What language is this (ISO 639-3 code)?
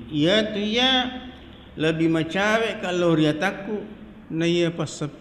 bug